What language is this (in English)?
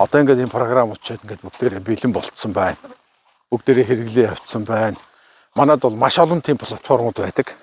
Mongolian